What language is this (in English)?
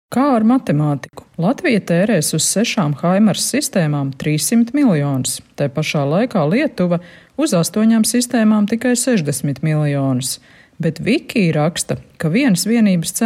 Latvian